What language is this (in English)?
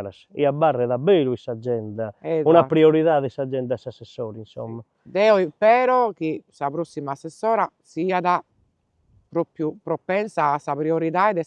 Sardinian